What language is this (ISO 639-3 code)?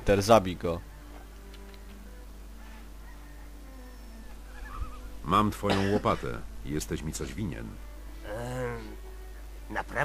pol